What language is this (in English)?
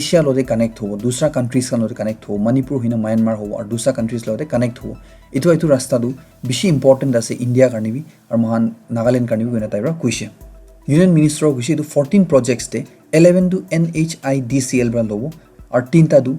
Naga Pidgin